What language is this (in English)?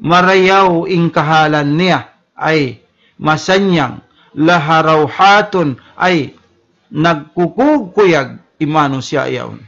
Tausug